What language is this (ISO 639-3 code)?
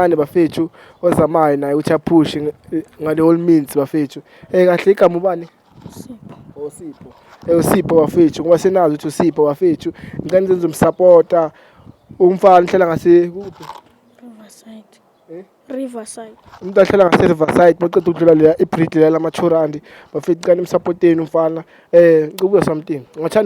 zul